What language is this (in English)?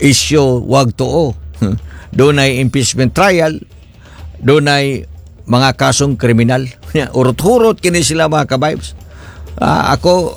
Cebuano